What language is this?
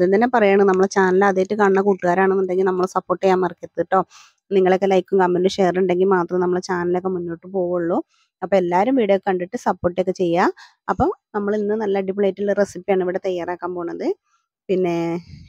Malayalam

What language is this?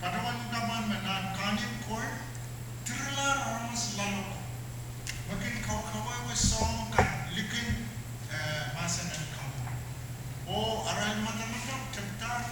Pohnpeian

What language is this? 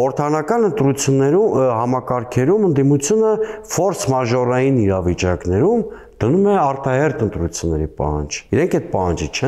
Armenian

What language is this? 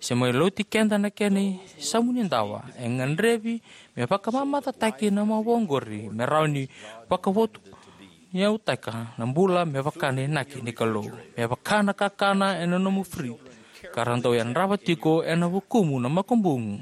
Fijian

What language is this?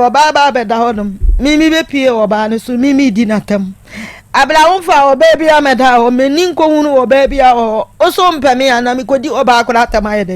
Akan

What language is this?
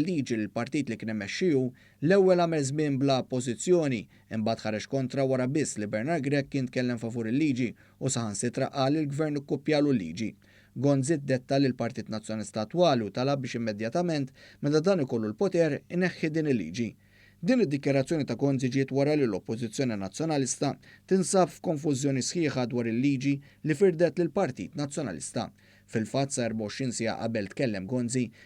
Maltese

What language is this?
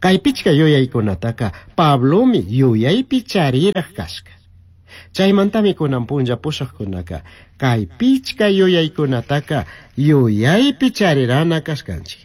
Chimborazo Highland Quichua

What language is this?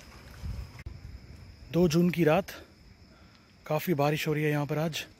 Hindi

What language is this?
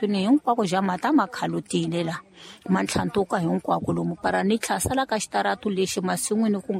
Tsonga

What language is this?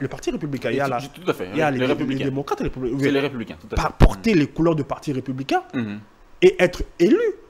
French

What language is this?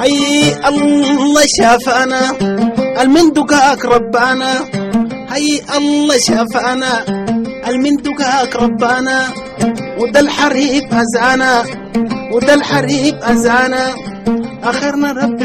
Sudanese Arabic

